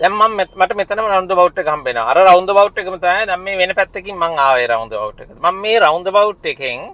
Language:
Sinhala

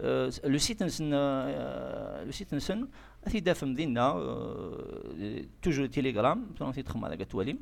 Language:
Kabyle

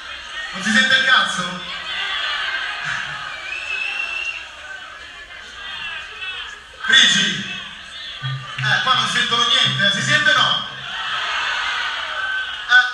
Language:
Italian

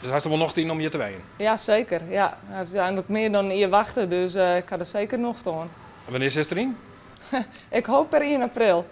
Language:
Western Frisian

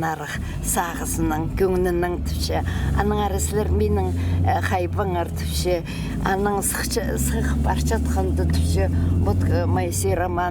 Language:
Khakas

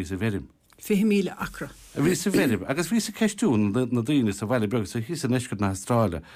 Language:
Irish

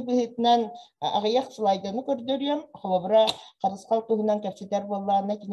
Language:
Yakut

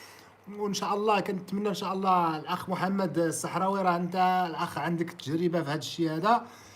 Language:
Moroccan Arabic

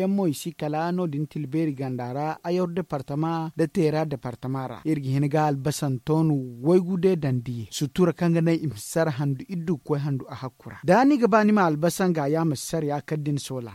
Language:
Zarma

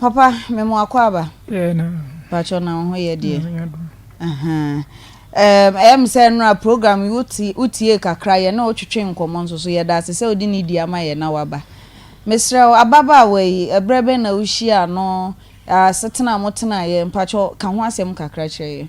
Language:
Akan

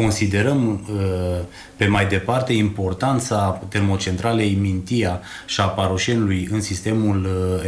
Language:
Romanian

